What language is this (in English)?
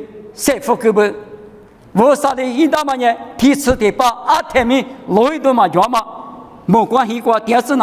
Lisu